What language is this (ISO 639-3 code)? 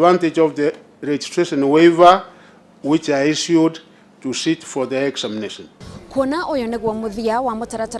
kik